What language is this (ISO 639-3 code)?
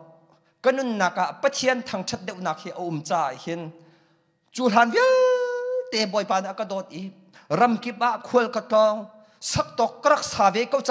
cnh